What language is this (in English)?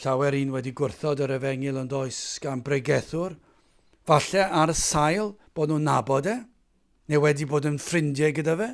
Welsh